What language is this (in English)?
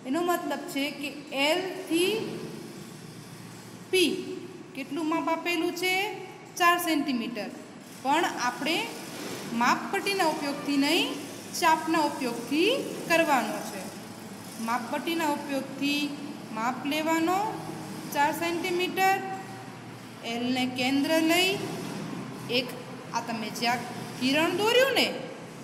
Gujarati